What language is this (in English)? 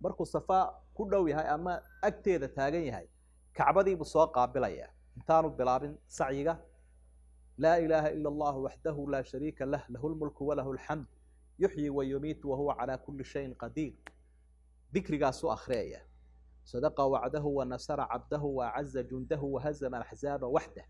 Somali